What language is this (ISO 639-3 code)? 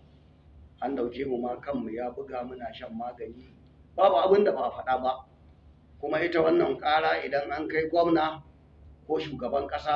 hau